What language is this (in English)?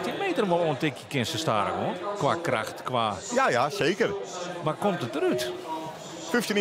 Western Frisian